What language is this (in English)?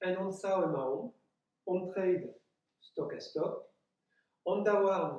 Breton